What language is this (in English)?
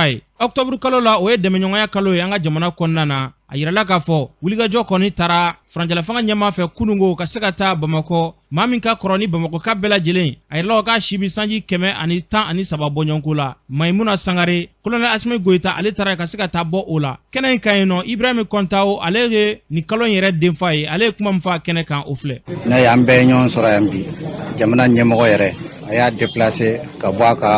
Bambara